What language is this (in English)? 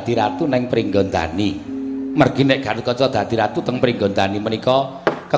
Javanese